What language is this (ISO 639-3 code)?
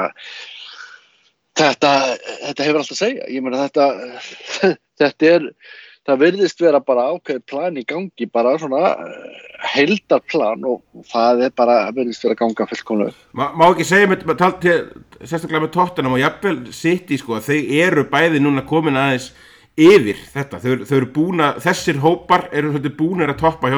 isl